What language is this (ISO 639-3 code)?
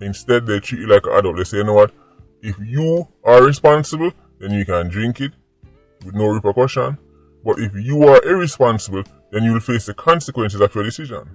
jam